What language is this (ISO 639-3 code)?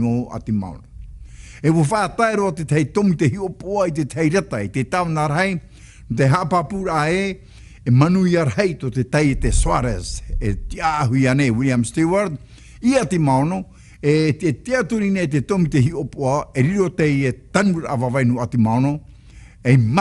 tah